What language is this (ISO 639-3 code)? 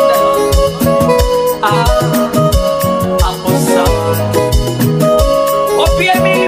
swa